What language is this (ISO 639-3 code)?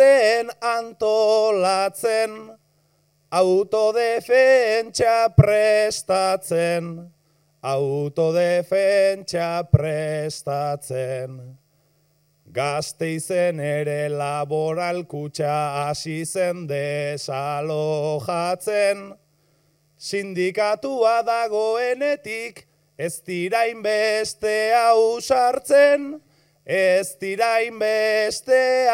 eus